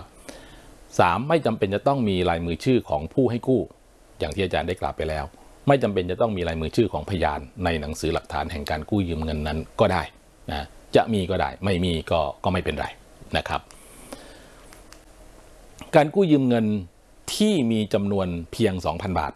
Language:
Thai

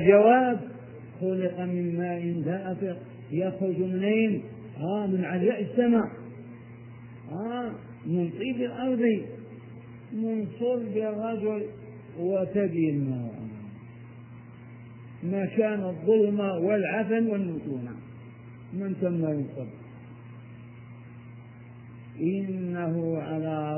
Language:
Arabic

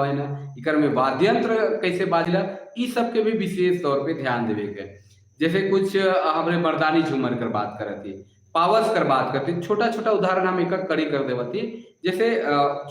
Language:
Sadri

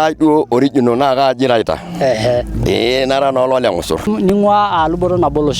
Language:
Masai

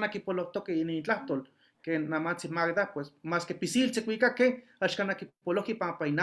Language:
Eastern Huasteca Nahuatl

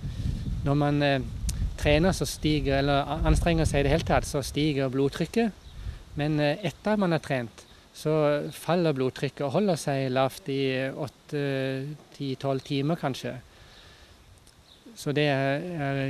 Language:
Norwegian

